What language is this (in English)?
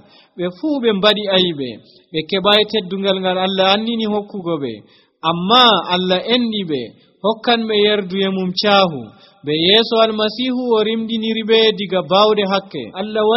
Nigerian Fulfulde